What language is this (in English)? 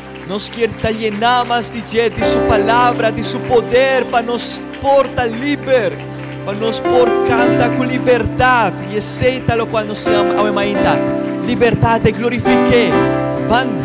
Papiamento